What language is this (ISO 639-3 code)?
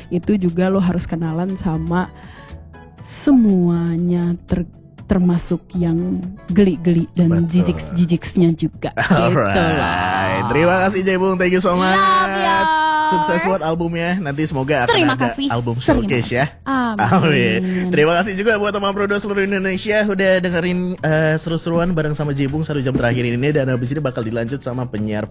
ind